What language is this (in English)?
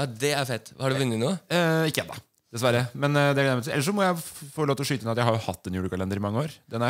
Norwegian